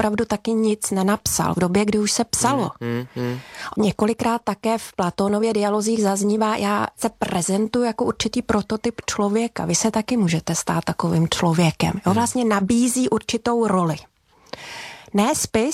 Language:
Czech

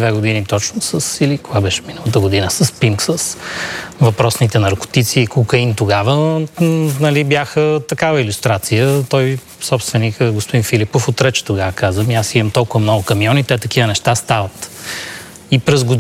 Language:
Bulgarian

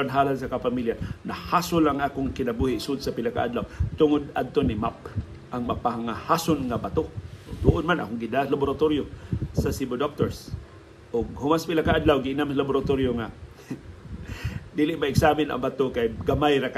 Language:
Cebuano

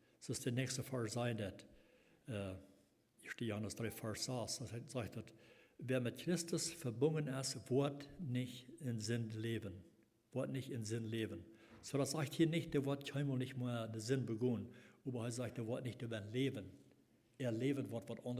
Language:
Plautdietsch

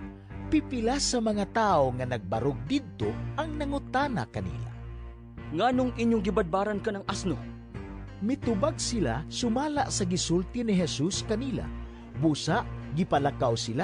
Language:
Cebuano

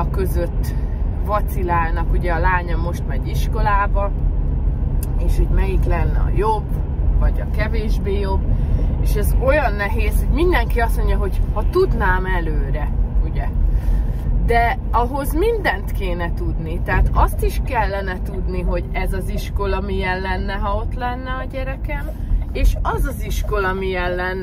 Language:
Hungarian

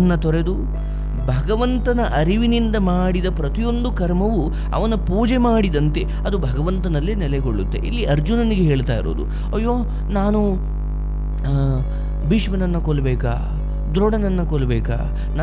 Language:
Kannada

